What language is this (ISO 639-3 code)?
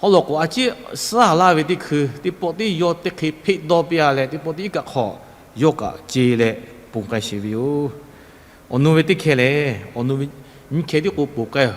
lhu